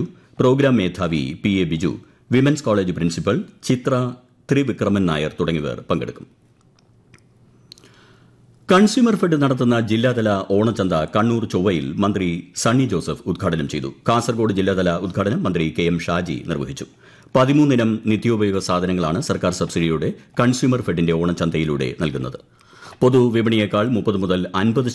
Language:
Malayalam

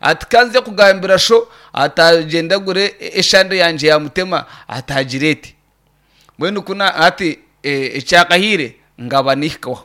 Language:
Nyankole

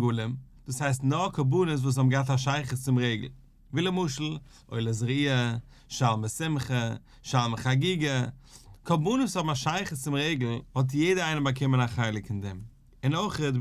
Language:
Yiddish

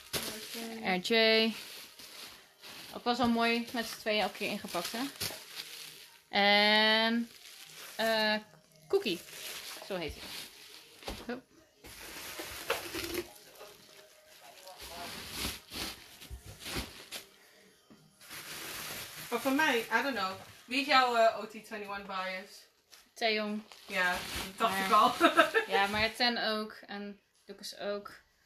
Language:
Dutch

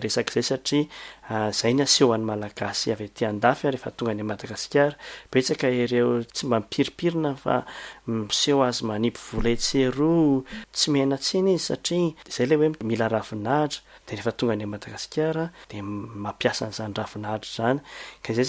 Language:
Malagasy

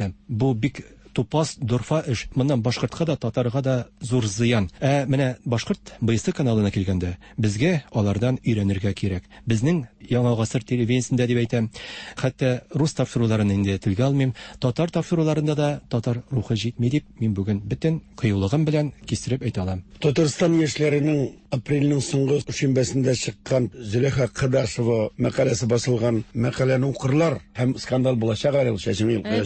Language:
Tatar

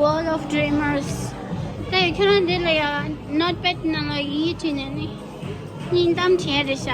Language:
Tibetan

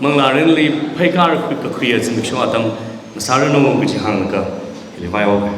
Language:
Tangkhul Naga (India)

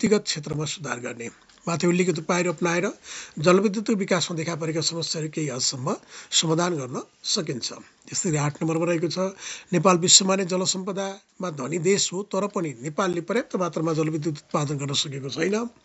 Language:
Nepali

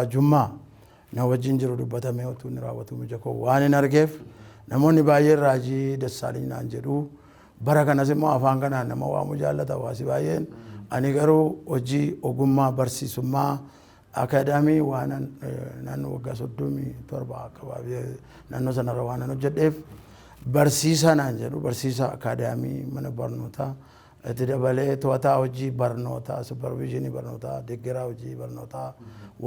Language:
Oromo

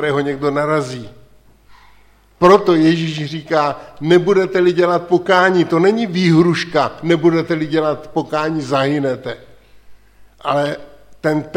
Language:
Czech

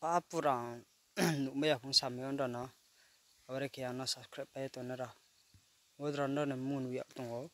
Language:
Riang (India)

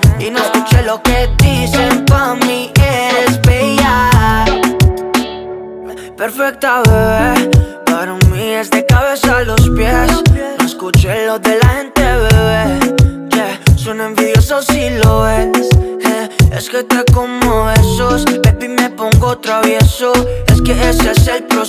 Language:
Spanish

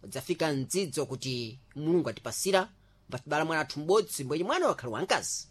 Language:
Sena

